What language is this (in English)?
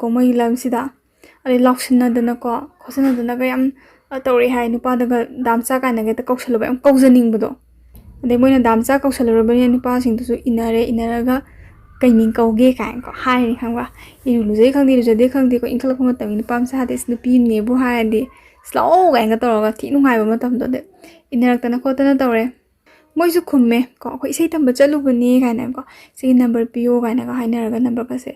Manipuri